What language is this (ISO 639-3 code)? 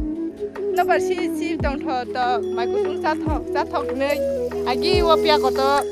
trp